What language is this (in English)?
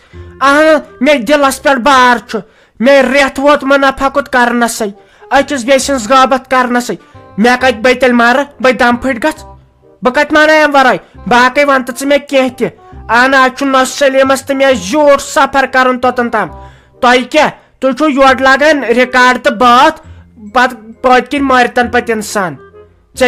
Kashmiri